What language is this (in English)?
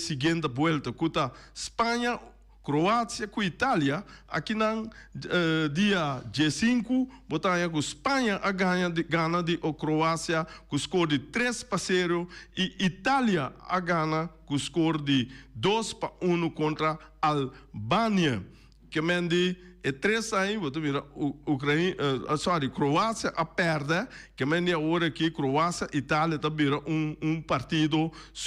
Papiamento